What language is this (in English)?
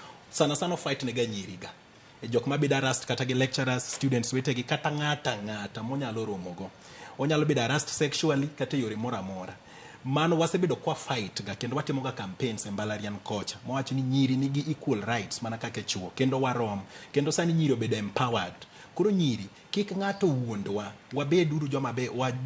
Luo (Kenya and Tanzania)